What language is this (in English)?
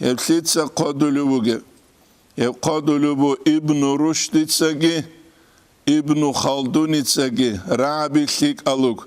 Avaric